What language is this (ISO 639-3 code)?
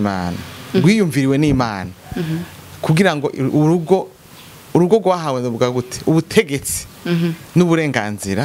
run